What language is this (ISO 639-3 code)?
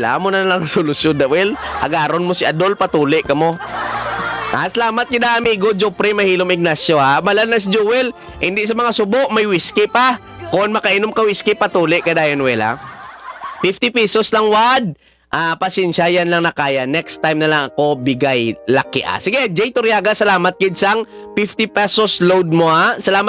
hil